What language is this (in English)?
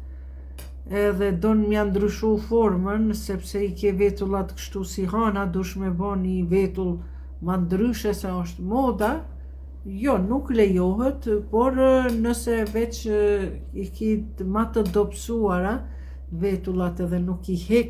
Albanian